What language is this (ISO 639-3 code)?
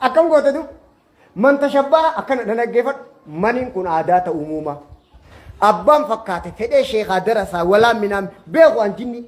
orm